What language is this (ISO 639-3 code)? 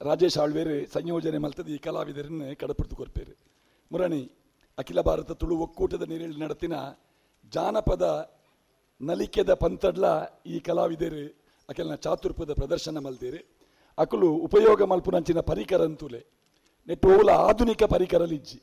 tcy